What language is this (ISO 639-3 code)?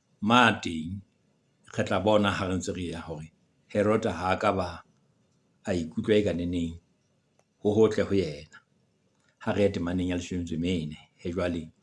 sot